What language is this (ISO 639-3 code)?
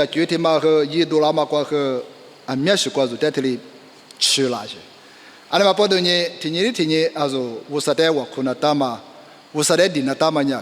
lis